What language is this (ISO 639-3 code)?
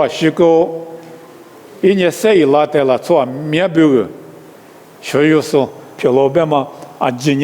lis